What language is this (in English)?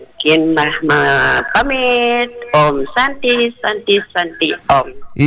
Balinese